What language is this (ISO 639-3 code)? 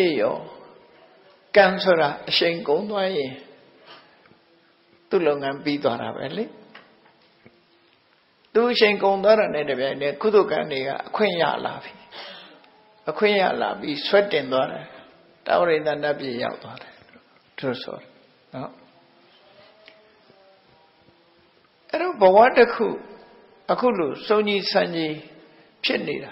mya